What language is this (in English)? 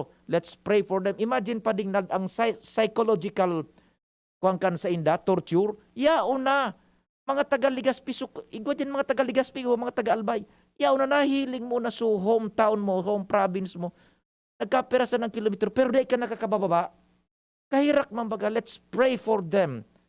Bikol